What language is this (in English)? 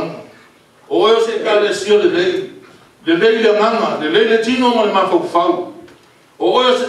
Samoan